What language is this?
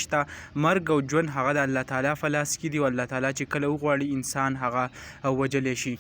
Pashto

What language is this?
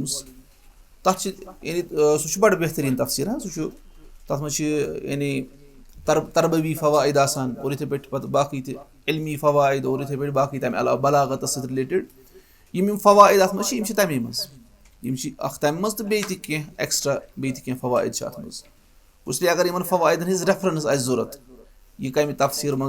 Kashmiri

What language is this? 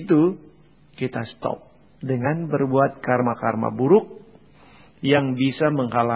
Indonesian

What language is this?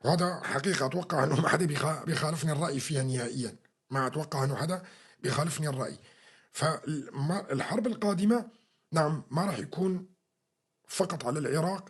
North Levantine Arabic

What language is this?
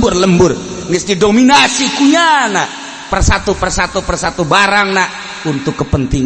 Sundanese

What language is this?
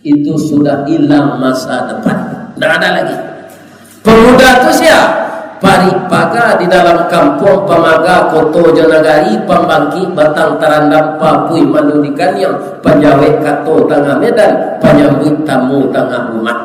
Minangkabau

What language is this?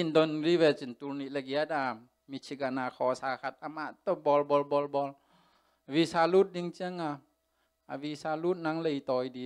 Tedim Chin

